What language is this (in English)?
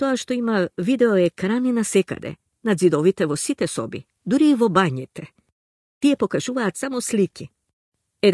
Macedonian